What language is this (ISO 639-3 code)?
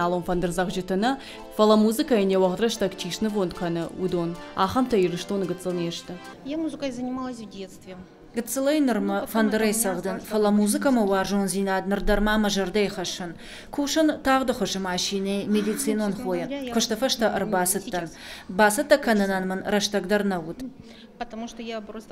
oss